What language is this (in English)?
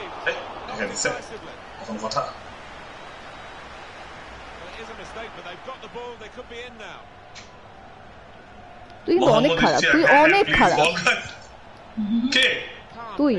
Bangla